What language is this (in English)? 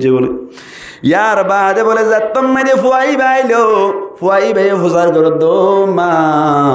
Rohingya